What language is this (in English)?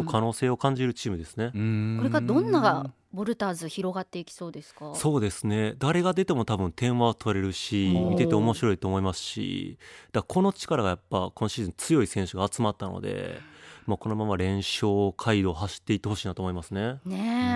Japanese